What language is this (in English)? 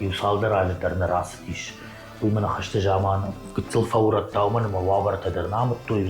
Ossetic